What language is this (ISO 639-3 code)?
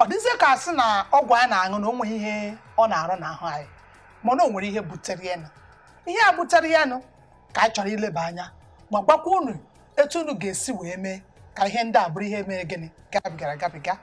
ibo